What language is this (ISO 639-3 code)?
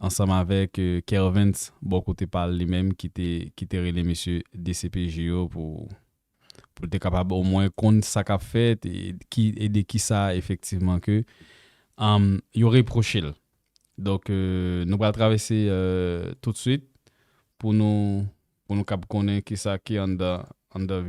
hat